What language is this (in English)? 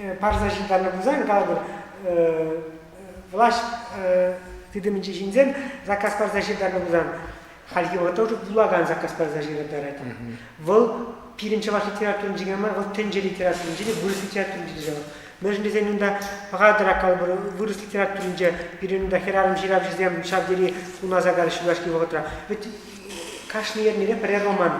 Chuvash